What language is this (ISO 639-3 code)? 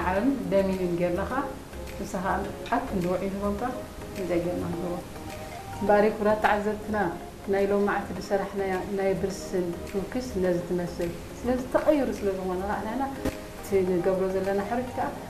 tir